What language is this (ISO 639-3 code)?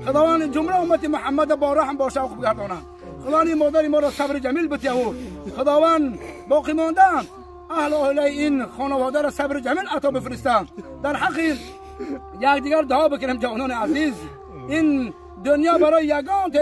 tgk